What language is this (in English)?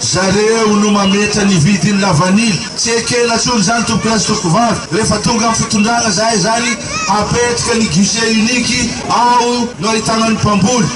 Malagasy